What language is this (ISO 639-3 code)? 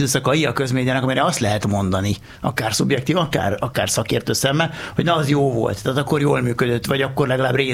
hun